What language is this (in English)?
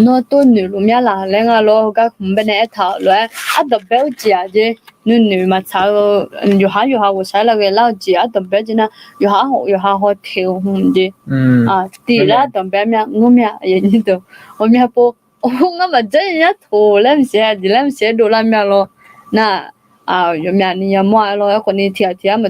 Akha